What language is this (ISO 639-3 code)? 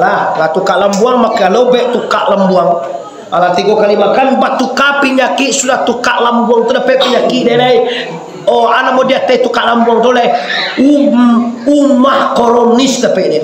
min